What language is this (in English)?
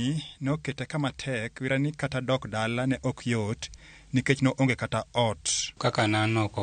Luo (Kenya and Tanzania)